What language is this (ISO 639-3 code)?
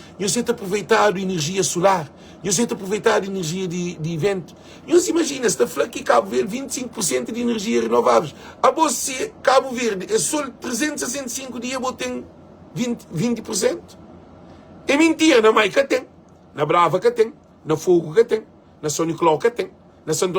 kea